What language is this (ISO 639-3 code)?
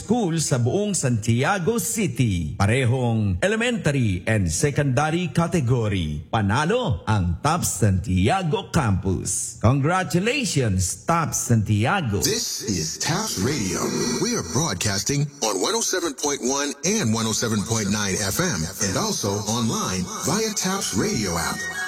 fil